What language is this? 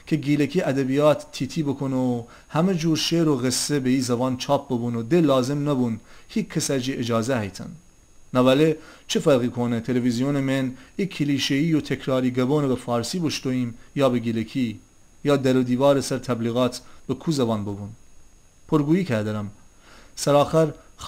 Gilaki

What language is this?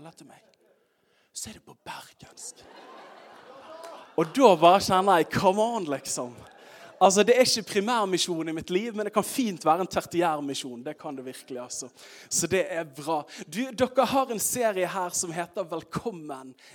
Norwegian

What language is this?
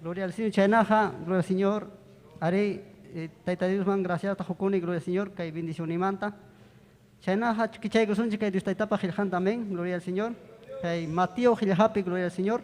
Ayacucho Quechua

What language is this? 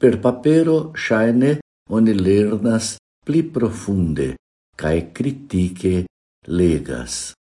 Esperanto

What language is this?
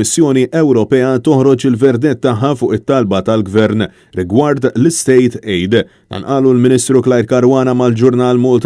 Maltese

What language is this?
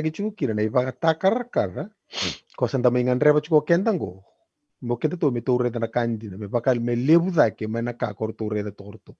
Fijian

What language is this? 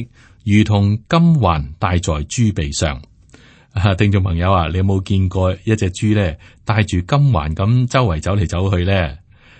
Cantonese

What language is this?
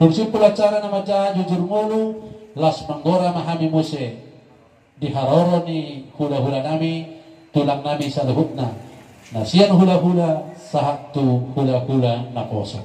Batak Toba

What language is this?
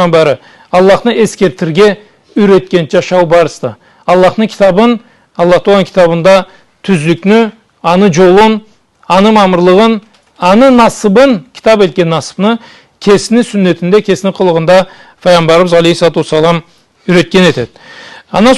Karachay-Balkar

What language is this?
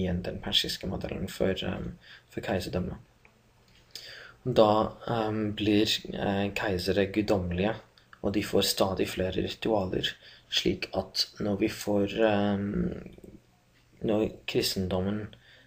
Norwegian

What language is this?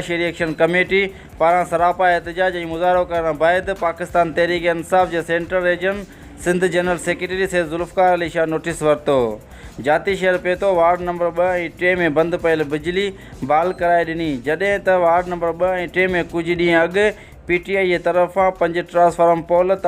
Sindhi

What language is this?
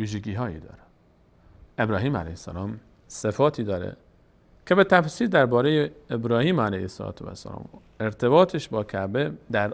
Persian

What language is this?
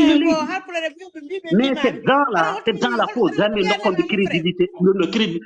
Fula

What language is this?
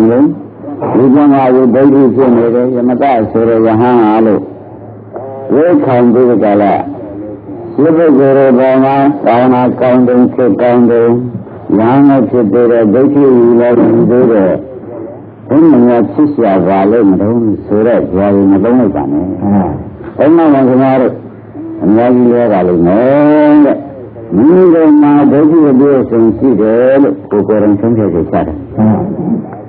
Burmese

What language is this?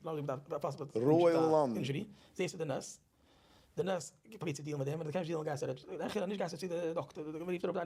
Yiddish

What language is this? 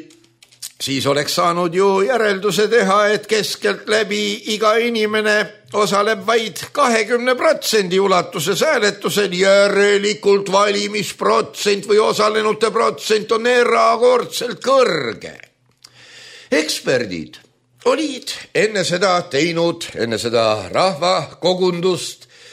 Estonian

